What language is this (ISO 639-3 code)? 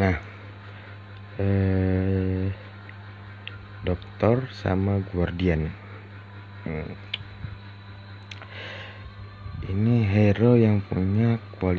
ind